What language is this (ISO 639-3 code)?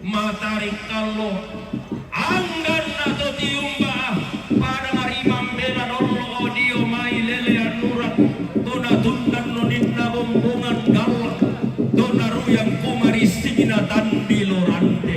sda